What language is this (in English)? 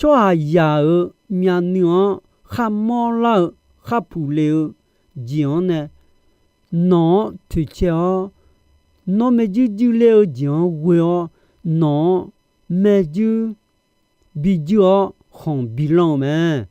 Akha